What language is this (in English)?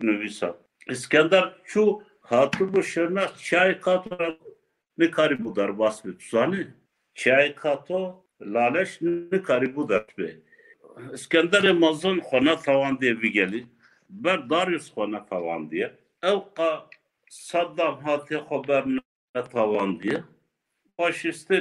Kurdish